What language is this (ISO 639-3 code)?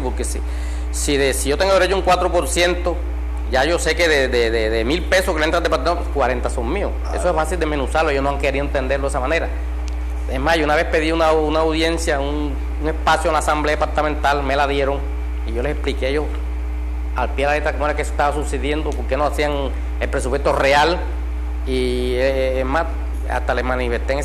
spa